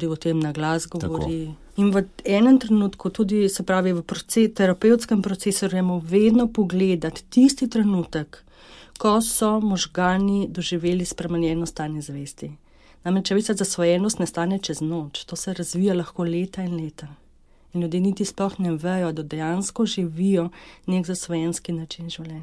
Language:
Slovenian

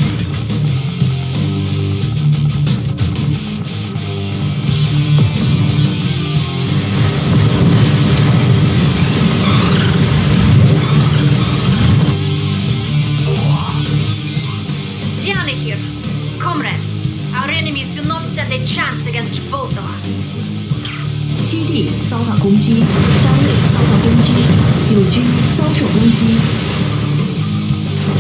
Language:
Chinese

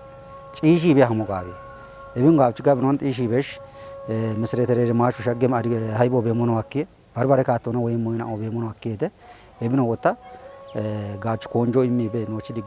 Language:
Kafa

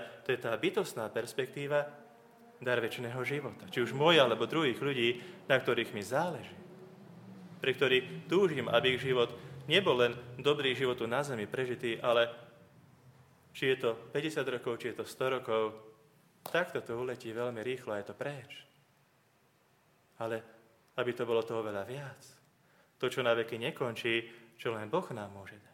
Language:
Slovak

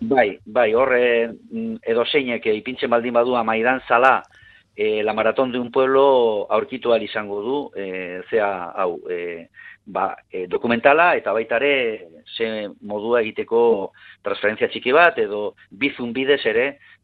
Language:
Basque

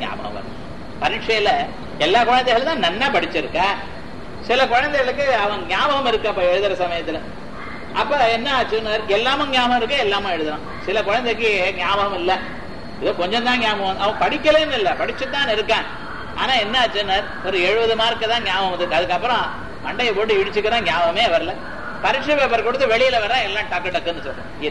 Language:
Tamil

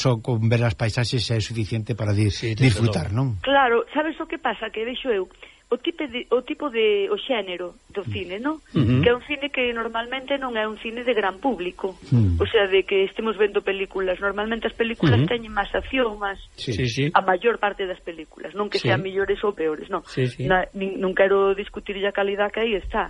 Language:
Galician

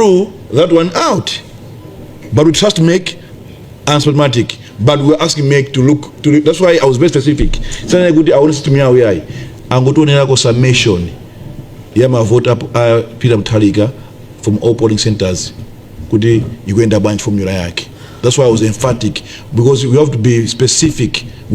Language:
Nyanja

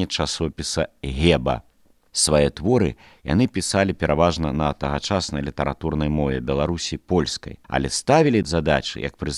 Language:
Belarusian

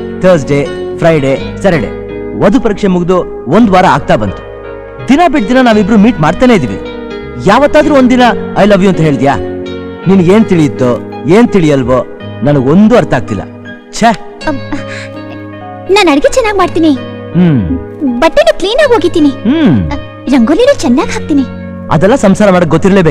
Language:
Kannada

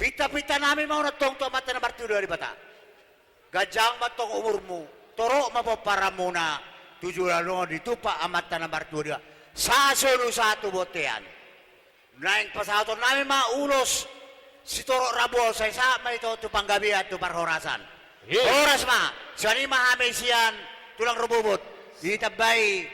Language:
Batak Toba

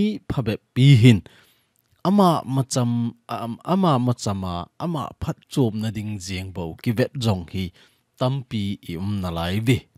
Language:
Thado Chin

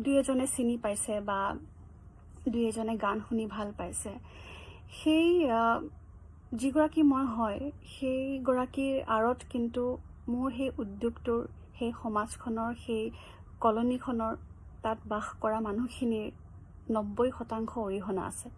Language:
Assamese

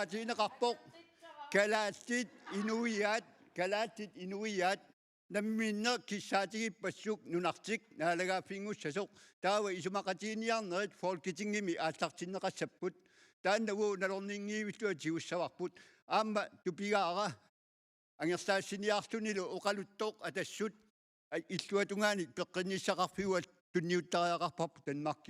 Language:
Kalaallisut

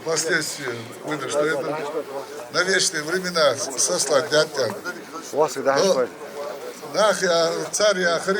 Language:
Ingush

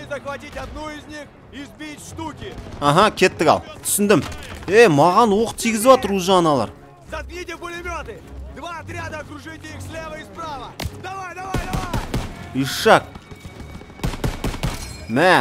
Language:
Kazakh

